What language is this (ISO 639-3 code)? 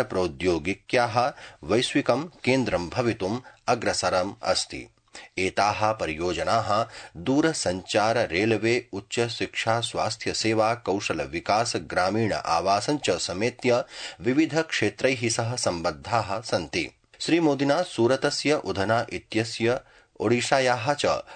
san